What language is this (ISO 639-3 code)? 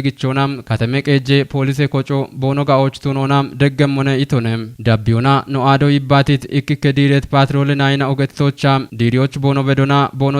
kbr